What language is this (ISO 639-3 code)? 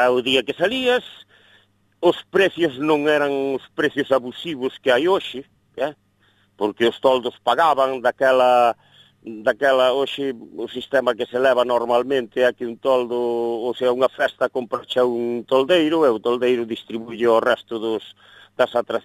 glg